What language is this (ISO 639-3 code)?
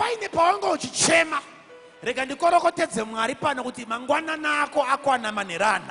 sna